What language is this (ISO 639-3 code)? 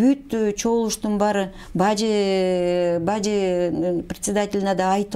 kir